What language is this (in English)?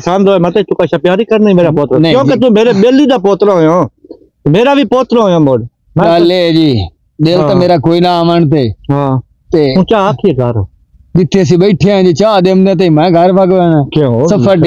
Punjabi